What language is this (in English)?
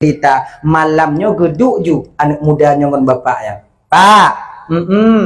Achinese